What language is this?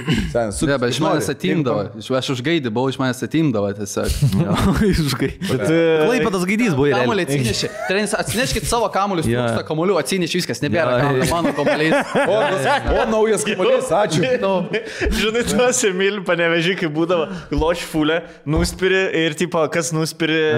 Lithuanian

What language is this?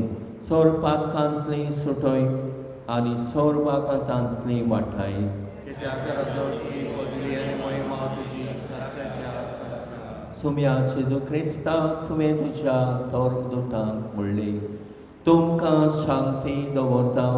Konkani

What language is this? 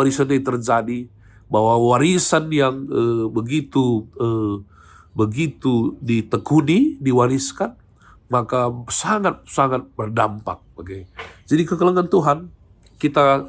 Batak Karo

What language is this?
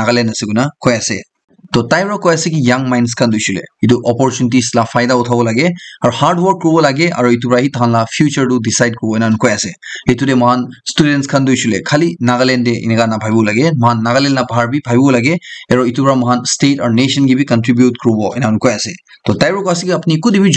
Naga Pidgin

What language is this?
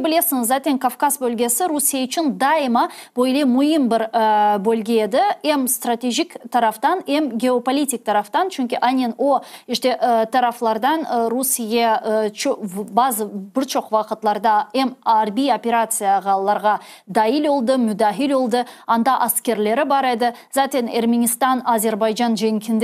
Crimean Tatar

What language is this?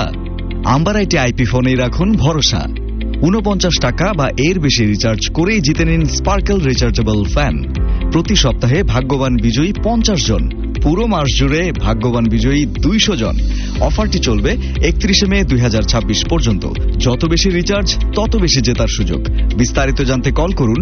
Bangla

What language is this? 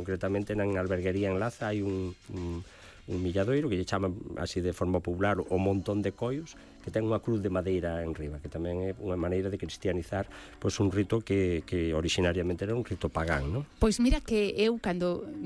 Galician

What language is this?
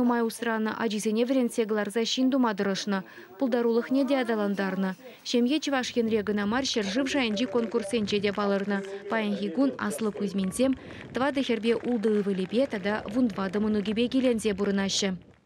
Chuvash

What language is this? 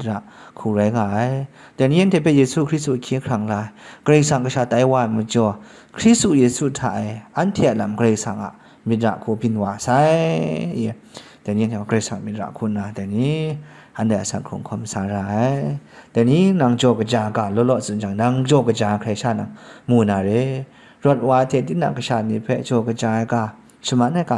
Kachin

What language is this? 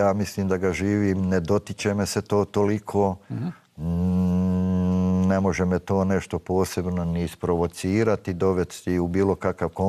Bosnian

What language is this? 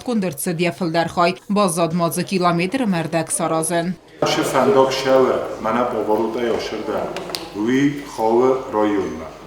Ossetic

